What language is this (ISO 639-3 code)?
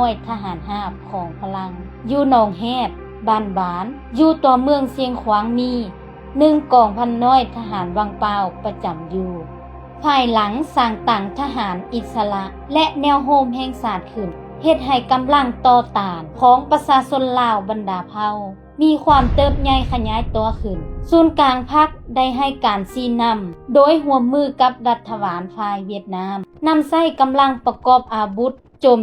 lao